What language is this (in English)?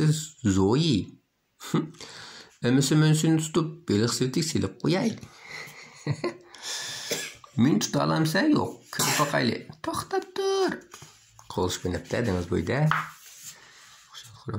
Uyghur